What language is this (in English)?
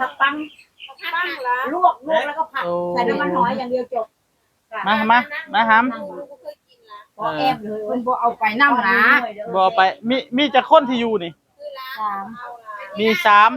Northeastern Thai